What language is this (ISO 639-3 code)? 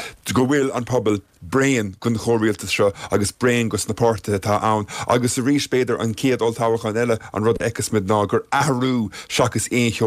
gle